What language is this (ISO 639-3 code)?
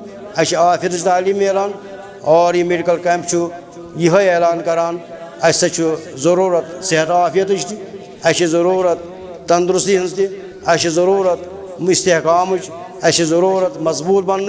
kas